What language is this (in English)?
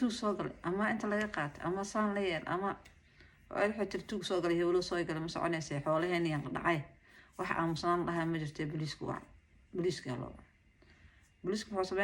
Somali